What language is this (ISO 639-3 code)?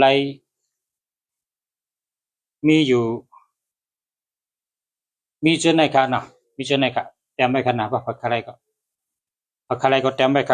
shn